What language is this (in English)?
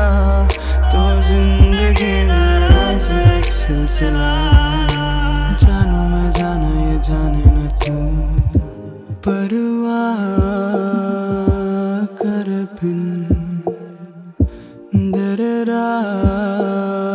Hindi